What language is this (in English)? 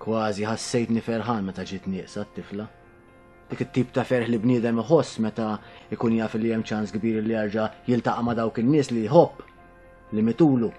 Maltese